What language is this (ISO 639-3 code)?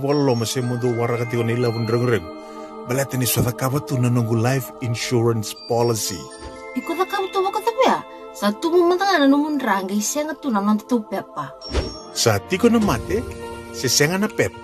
fij